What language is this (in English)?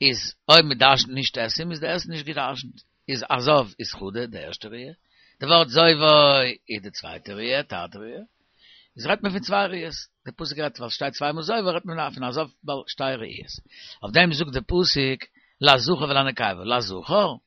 Yiddish